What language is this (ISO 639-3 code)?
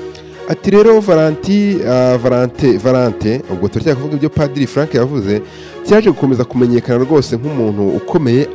kin